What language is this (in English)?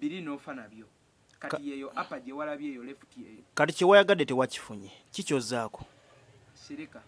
Ganda